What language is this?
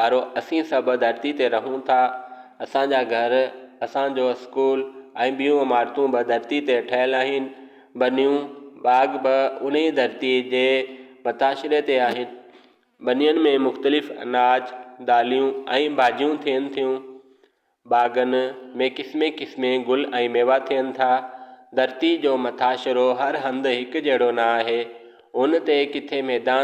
Sindhi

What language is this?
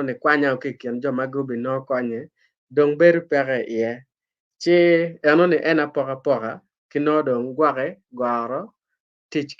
Acoli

